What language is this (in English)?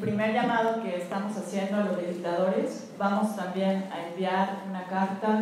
Spanish